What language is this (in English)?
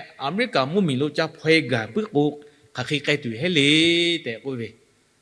Lahu